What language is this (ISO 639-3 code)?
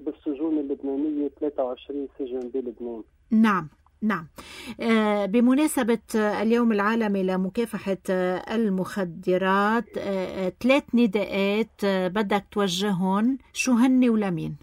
apc